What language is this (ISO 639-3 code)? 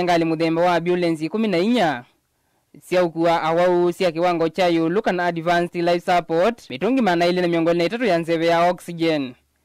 kam